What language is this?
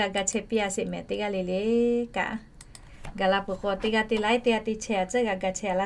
Lahu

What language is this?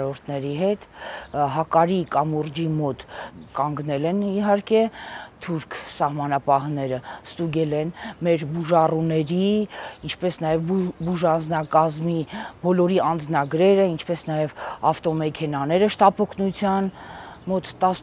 Armenian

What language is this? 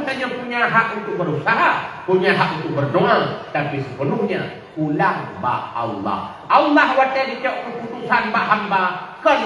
Achinese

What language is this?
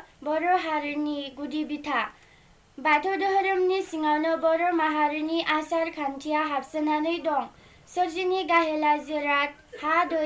Bodo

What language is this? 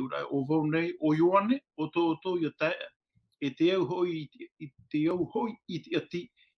Tahitian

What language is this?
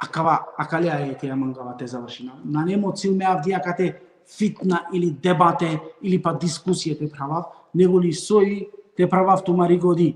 Balkan Romani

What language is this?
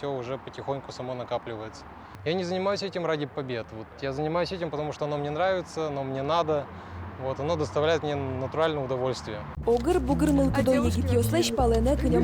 Udmurt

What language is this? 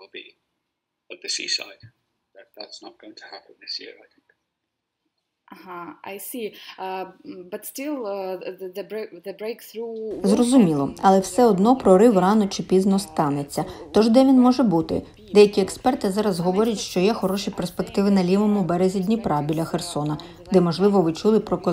Ukrainian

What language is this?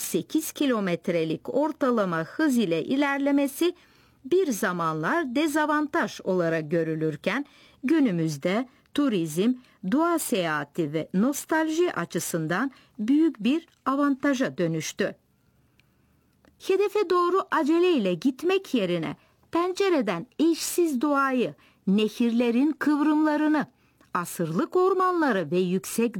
Turkish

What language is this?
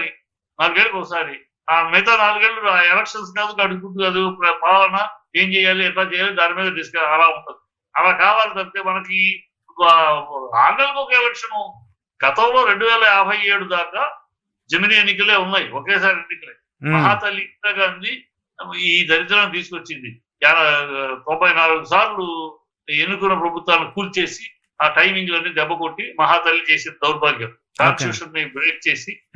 Telugu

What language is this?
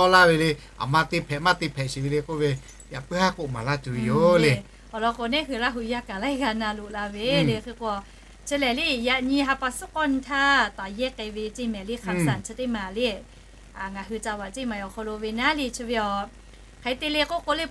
Lahu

